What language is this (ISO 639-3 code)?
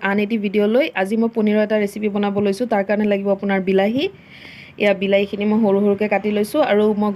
asm